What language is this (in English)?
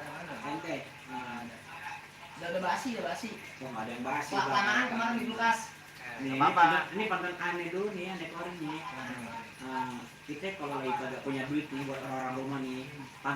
Betawi